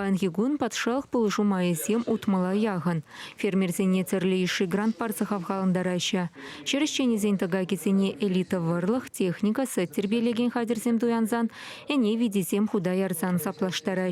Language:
Chuvash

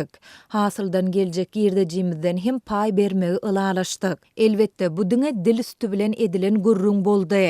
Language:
Turkmen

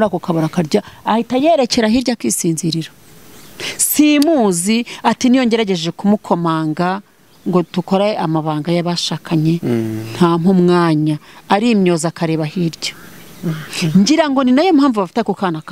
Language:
Kinyarwanda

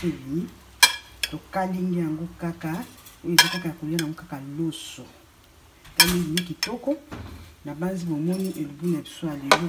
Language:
Lingala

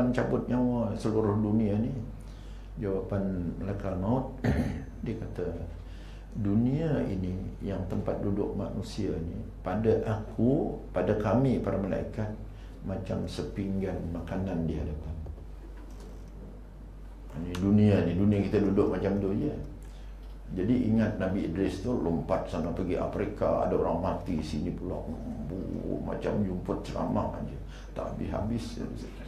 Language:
Malay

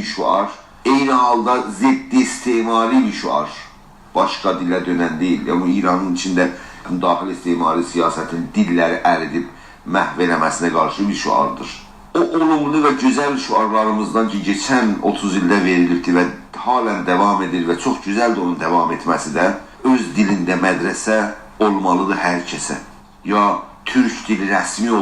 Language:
South Azerbaijani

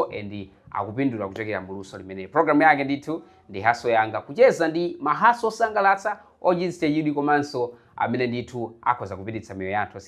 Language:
Nyanja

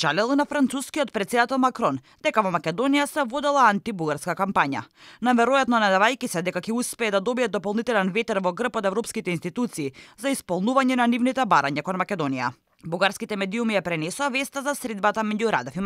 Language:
Macedonian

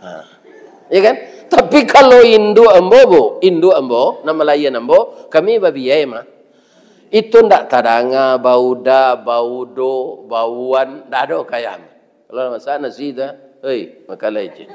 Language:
Minangkabau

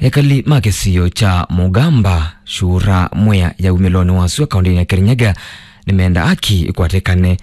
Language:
Kamba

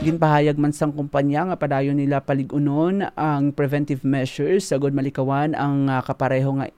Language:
Hiligaynon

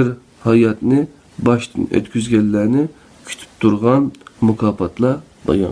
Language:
Uyghur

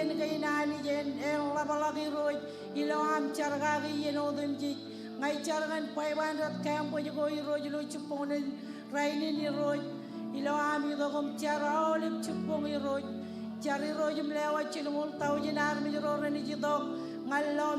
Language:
Marshallese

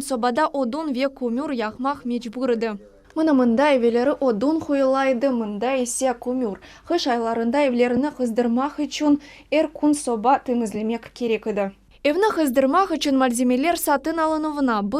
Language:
Crimean Tatar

